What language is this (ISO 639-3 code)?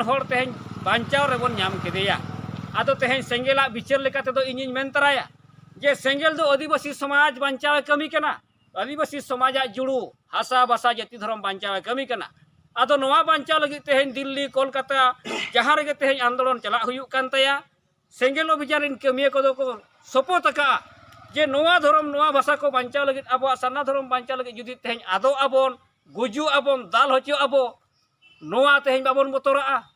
sat